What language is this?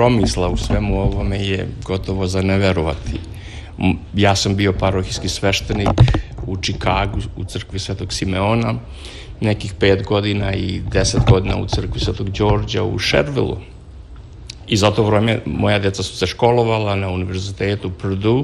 Serbian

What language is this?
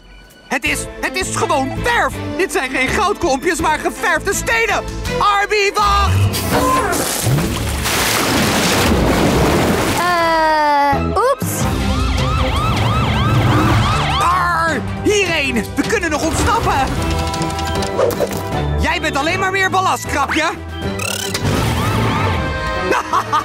Dutch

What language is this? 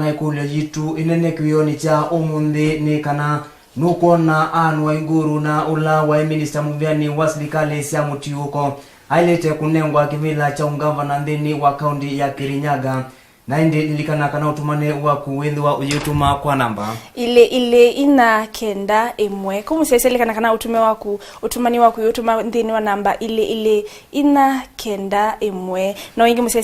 Kamba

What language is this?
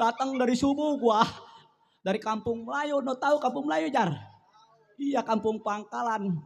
Betawi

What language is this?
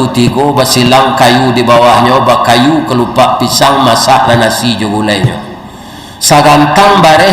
Minangkabau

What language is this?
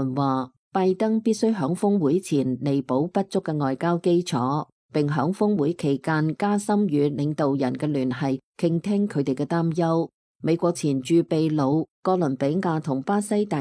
Cantonese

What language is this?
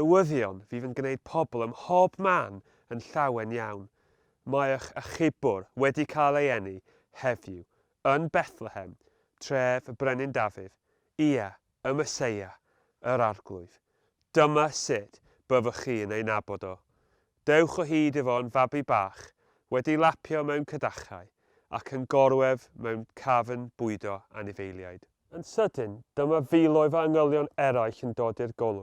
Welsh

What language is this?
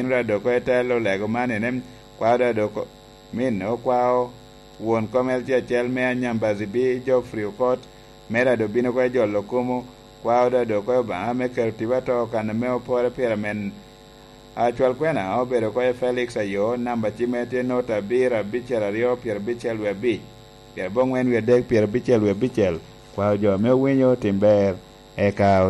Lango (Uganda)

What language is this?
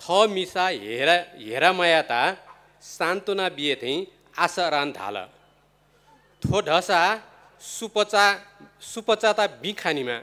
Newari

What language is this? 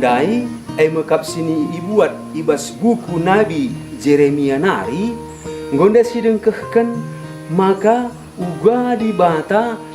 Batak Karo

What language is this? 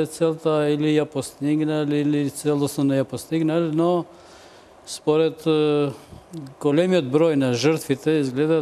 Macedonian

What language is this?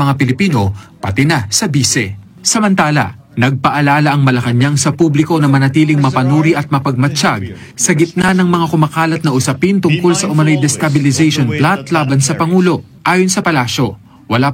Filipino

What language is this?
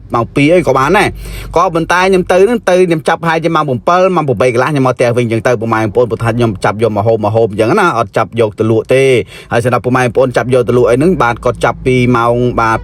Khmer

